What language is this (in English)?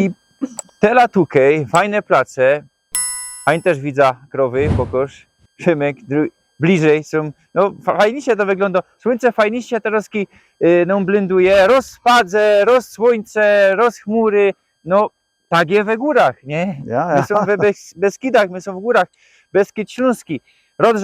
Silesian